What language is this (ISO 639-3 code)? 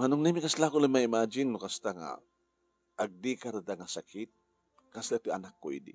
ilo